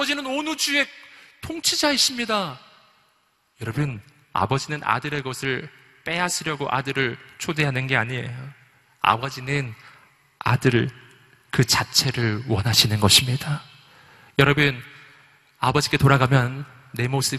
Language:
Korean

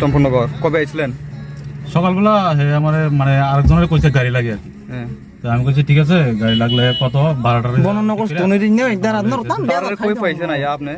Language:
Riang (India)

